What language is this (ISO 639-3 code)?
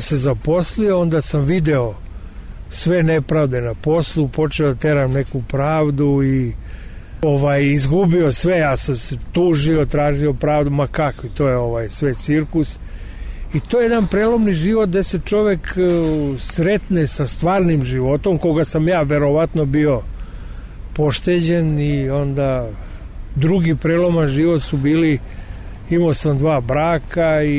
srp